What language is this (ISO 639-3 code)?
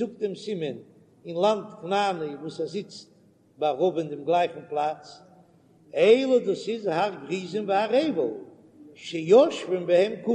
yid